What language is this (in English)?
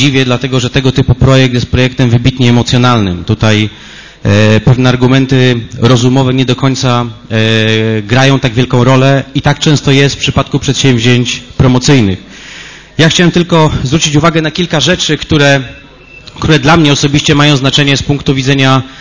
Polish